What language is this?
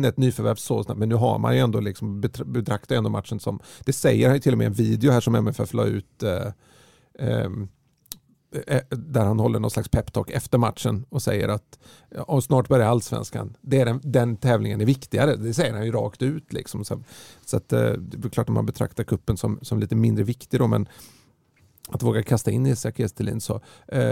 Swedish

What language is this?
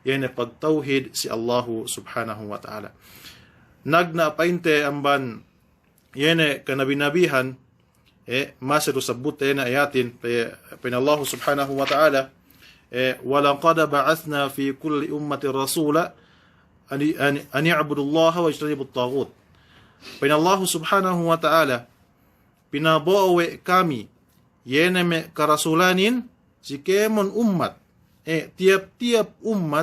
Yakan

